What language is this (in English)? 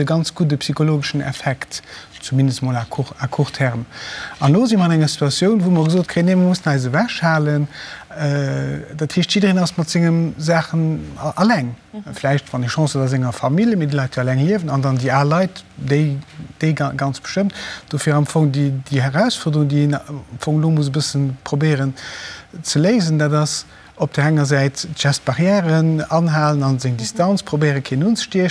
Luxembourgish